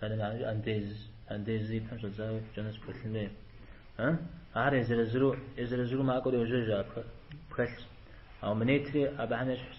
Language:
Kabardian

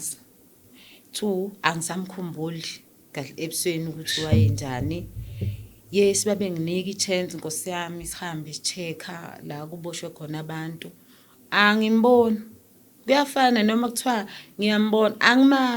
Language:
Zulu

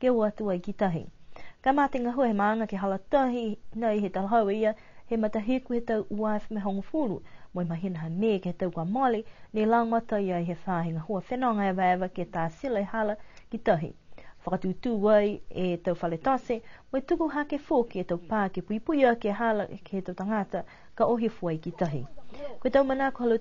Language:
Niuean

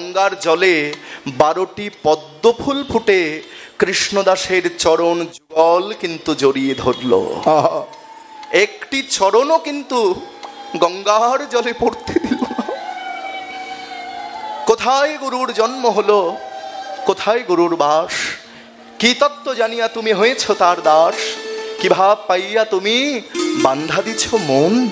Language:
Bangla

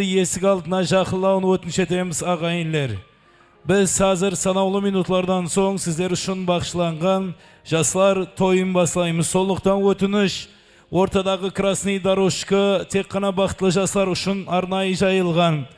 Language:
Kara-Kalpak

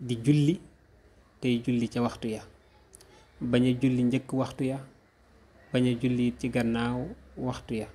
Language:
Wolof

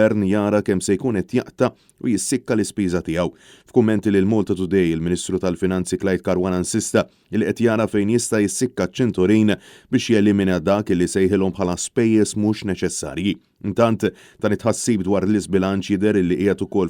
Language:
Maltese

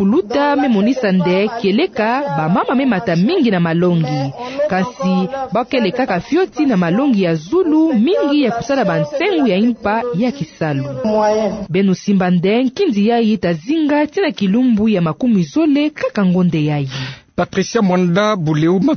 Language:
Kituba (Democratic Republic of Congo)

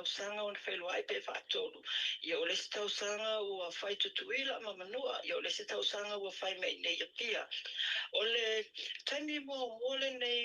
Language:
Samoan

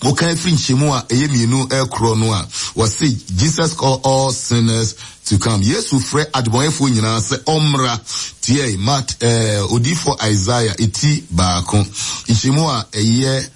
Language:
Akan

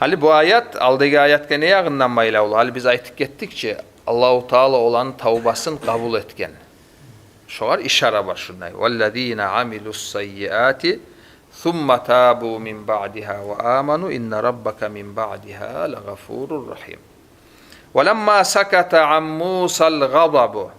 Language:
Kumyk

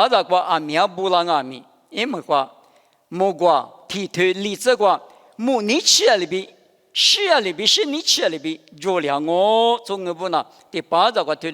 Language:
Lisu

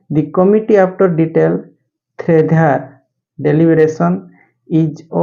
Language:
Santali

